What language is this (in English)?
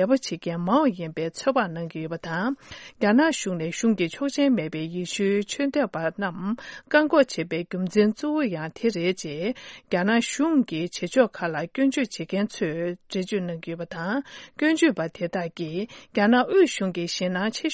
Tibetan